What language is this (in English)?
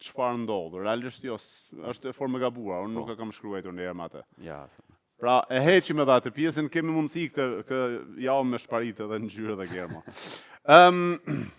Albanian